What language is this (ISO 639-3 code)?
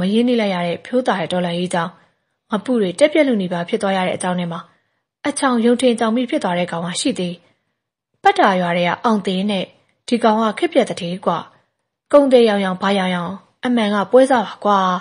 mya